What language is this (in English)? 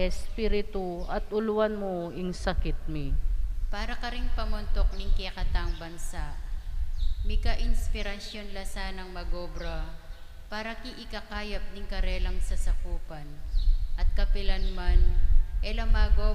Pampanga